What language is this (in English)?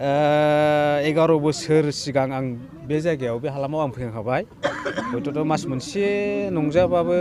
Bodo